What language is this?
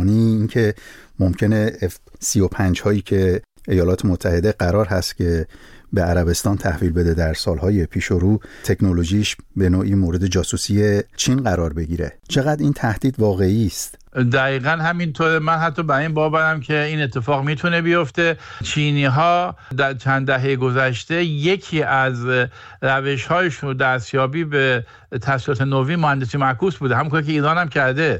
Persian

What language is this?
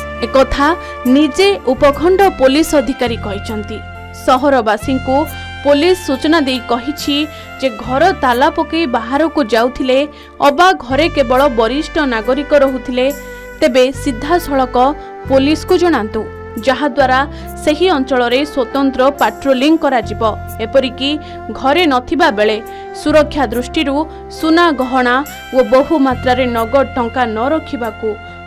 Odia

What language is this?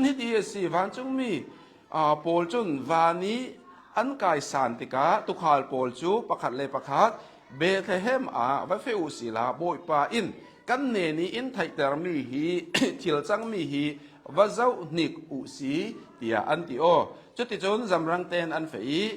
Hakha Chin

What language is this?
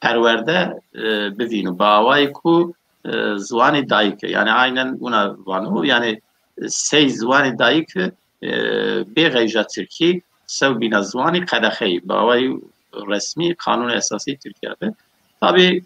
Zaza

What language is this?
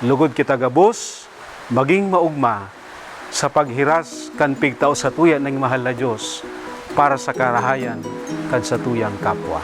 Bikol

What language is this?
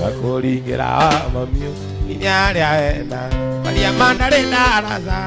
Kikuyu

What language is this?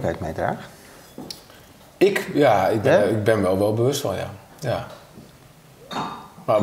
Dutch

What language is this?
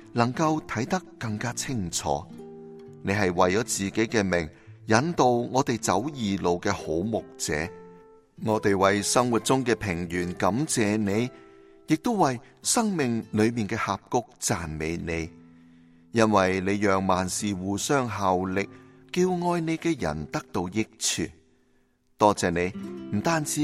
Cantonese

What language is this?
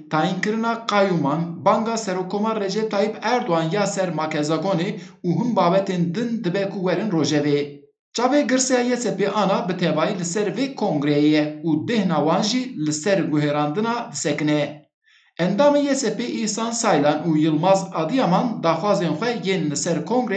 Kurdish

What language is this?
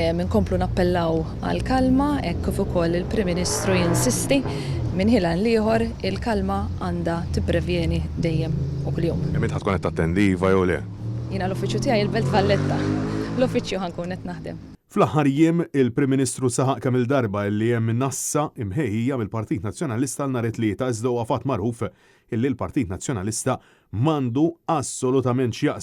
Maltese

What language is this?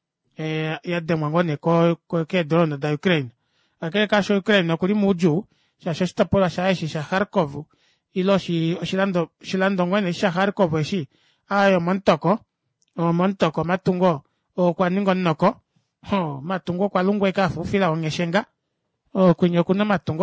Kuanyama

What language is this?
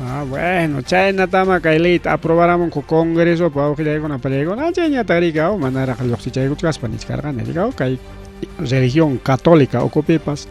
Ayacucho Quechua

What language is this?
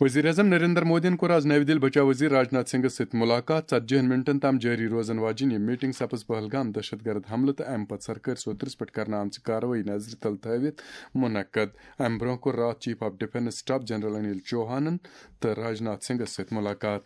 Kashmiri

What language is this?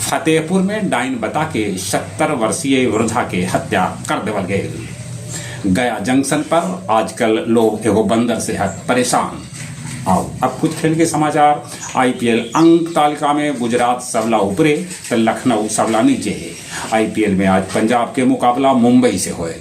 Magahi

